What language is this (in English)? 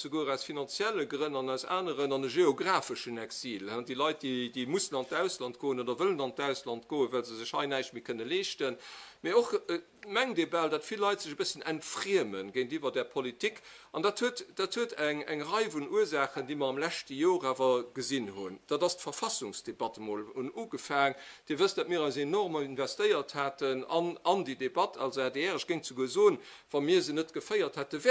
Luxembourgish